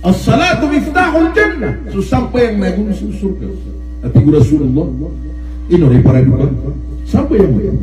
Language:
Maranao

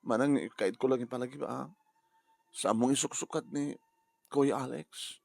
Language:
Iloko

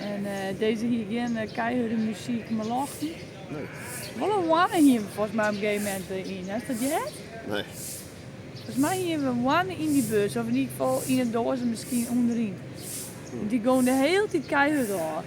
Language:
Western Frisian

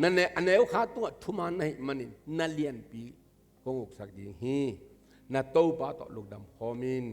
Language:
Tedim Chin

